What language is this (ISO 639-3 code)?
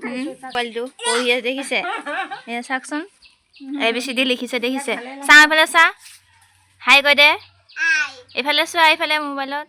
asm